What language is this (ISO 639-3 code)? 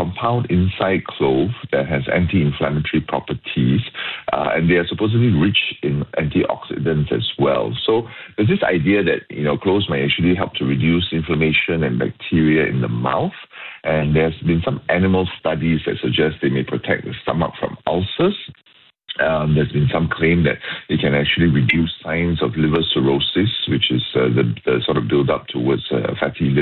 eng